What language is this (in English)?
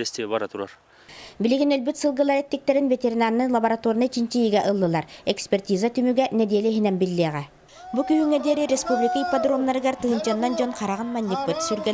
Yakut